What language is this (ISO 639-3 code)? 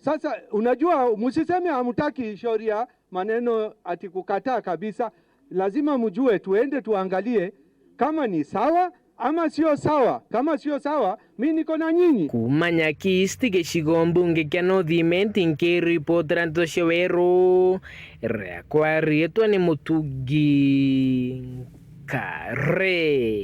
mer